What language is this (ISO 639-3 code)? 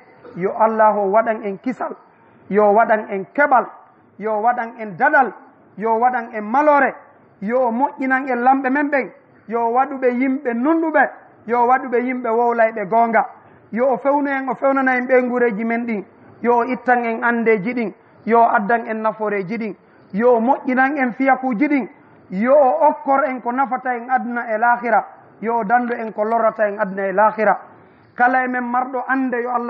ful